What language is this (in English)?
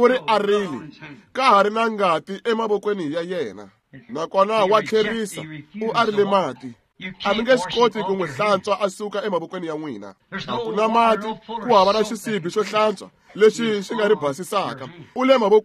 Tsonga